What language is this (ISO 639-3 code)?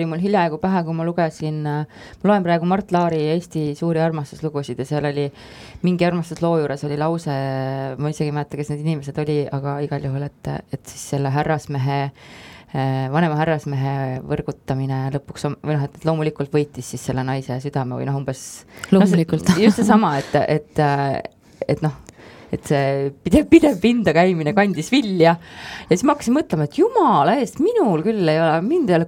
est